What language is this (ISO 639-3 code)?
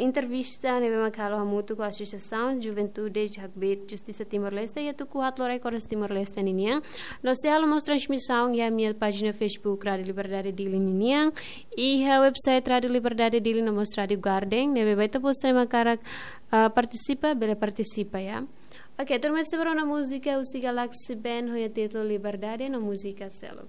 tet